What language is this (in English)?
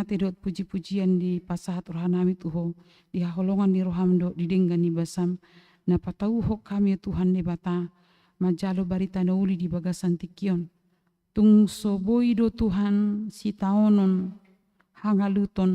Batak Toba